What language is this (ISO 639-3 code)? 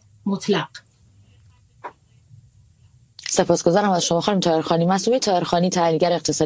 fas